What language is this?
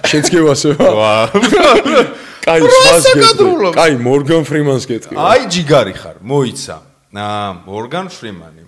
Georgian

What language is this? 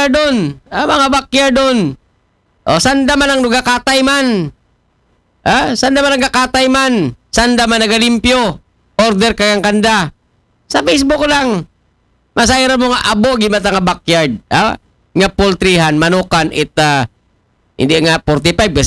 Aklanon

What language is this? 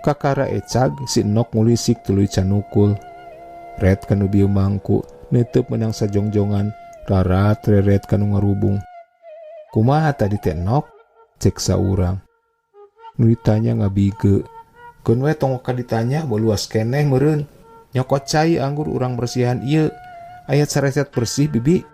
Sundanese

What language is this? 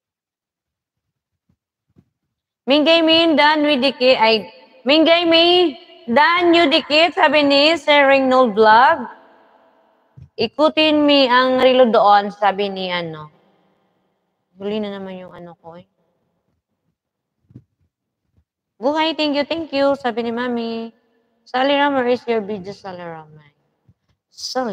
Filipino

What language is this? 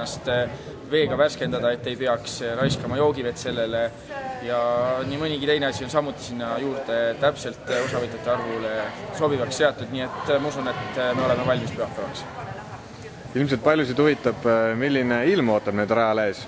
Estonian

